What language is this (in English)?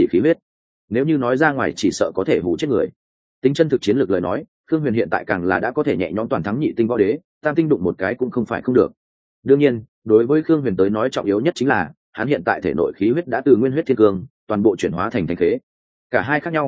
Vietnamese